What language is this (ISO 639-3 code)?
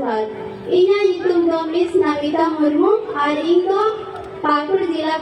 sat